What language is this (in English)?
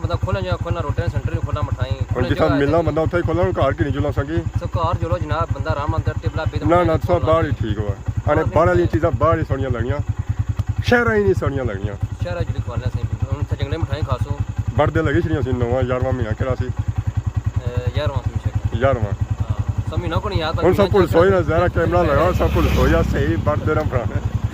Pahari-Potwari